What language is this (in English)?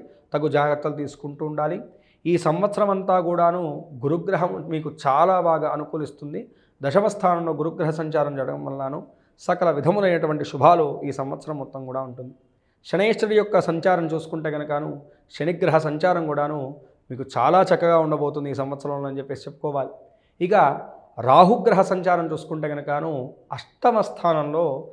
Telugu